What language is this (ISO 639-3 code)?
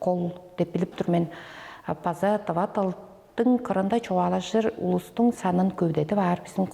tyv